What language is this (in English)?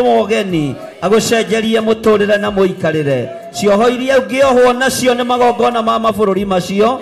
Kikuyu